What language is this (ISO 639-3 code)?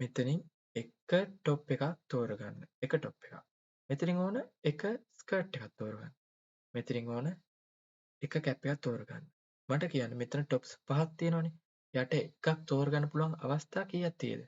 sin